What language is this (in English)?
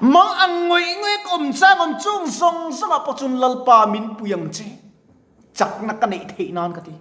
Mizo